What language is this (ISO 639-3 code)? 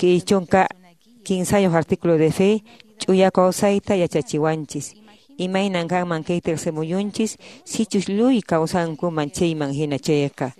que